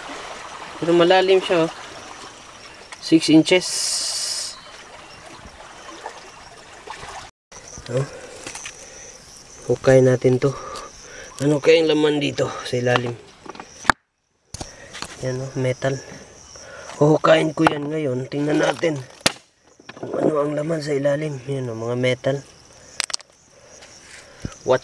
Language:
Filipino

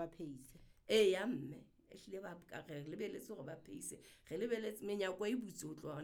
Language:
Southern Sotho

